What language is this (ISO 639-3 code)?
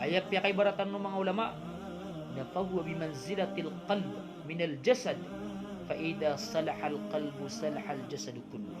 mrw